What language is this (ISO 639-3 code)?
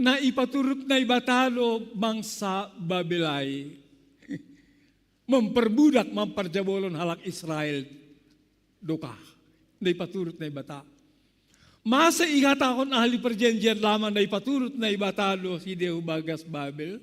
bts